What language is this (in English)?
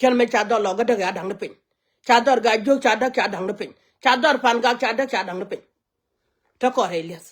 Nuer